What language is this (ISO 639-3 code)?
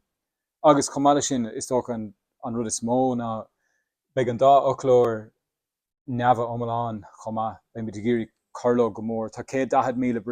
gle